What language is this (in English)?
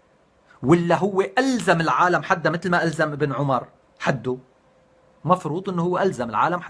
North Levantine Arabic